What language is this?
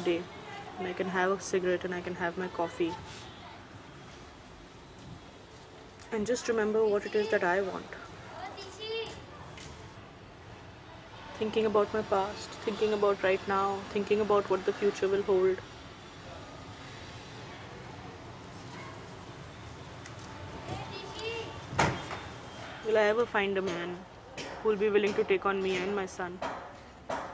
English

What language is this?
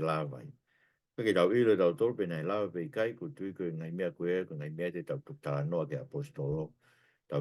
Tongan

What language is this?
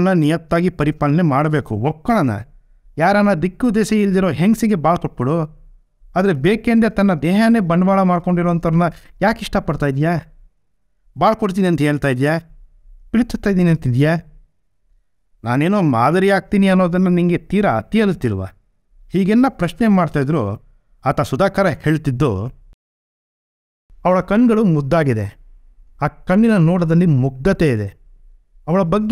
Kannada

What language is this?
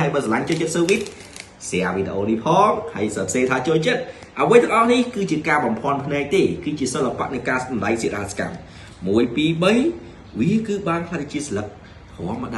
Khmer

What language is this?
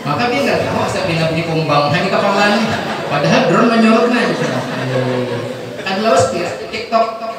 Banjar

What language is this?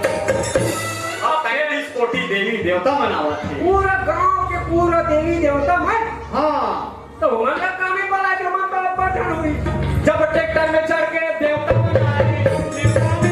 Chhattisgarhi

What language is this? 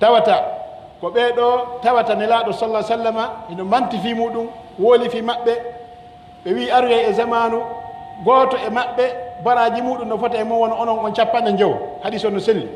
Pular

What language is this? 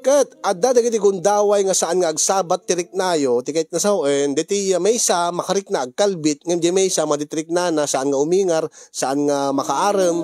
Iloko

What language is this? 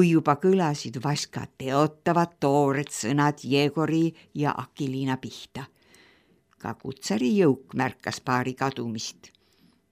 Estonian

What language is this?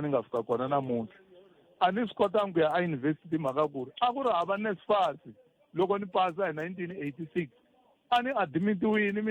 Tsonga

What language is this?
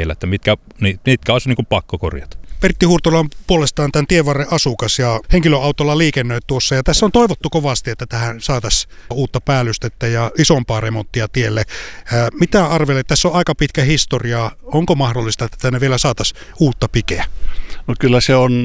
Finnish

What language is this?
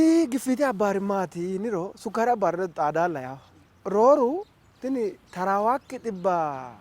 Sidamo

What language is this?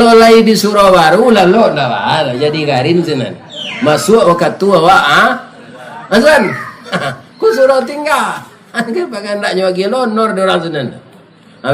Minangkabau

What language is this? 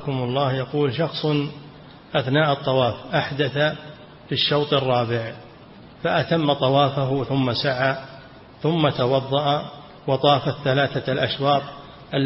Arabic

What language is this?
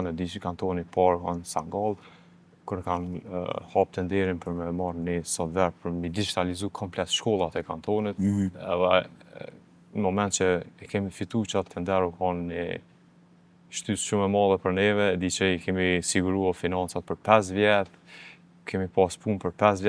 Albanian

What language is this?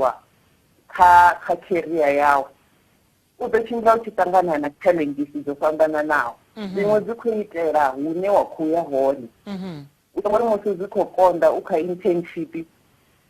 Venda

